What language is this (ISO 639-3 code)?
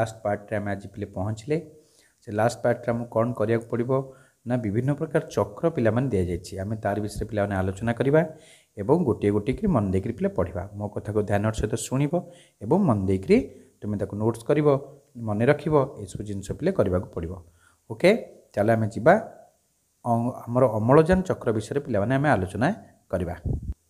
ori